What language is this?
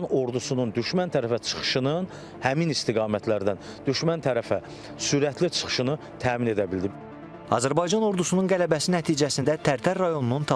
Azerbaijani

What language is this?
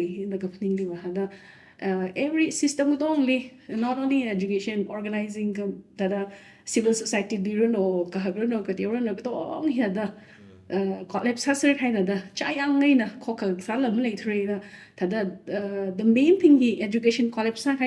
Tangkhul Naga (India)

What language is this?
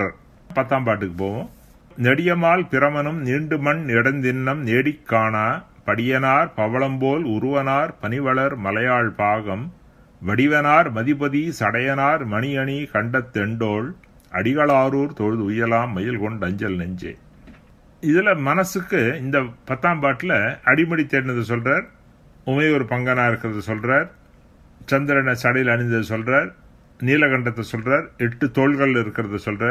Tamil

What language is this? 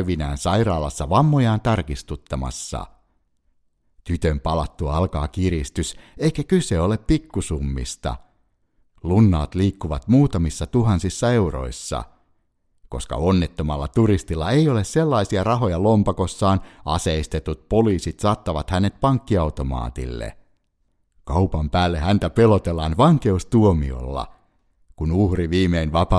Finnish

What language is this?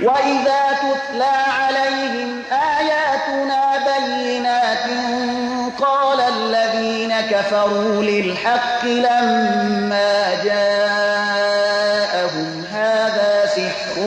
Persian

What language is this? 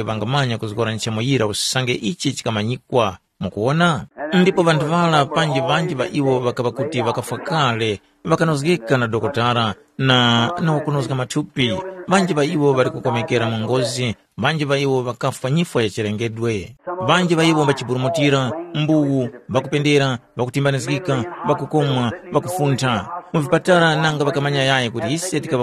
Tumbuka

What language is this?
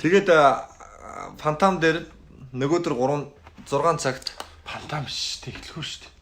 Mongolian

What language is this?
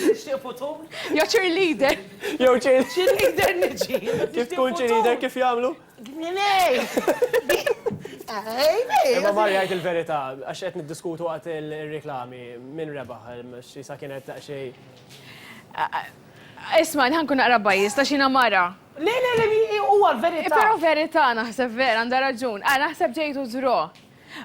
Maltese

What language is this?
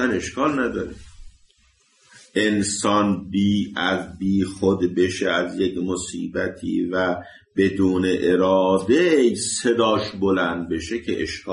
Persian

